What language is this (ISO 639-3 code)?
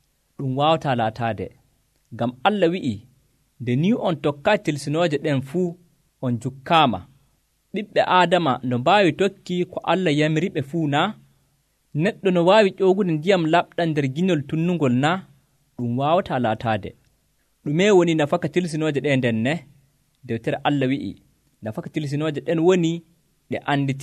fuv